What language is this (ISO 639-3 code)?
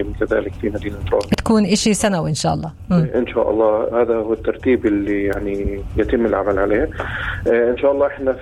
apc